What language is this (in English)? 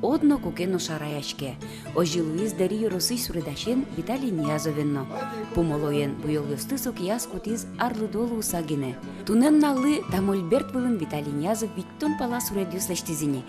Udmurt